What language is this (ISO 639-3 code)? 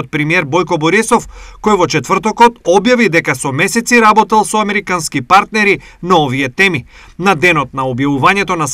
mkd